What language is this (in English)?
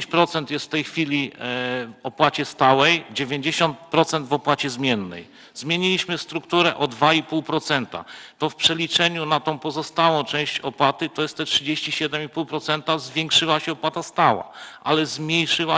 Polish